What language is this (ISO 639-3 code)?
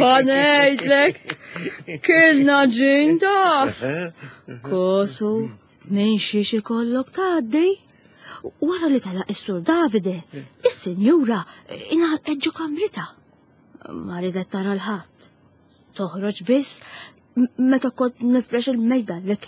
mlt